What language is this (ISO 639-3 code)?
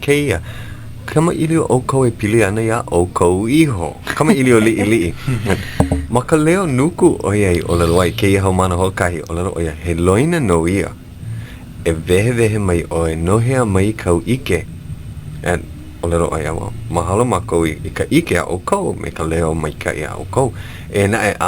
haw